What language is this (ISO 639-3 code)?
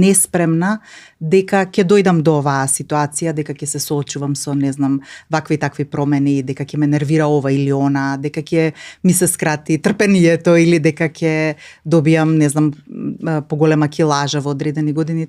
mkd